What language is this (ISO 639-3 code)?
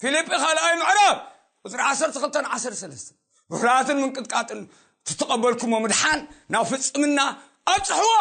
tir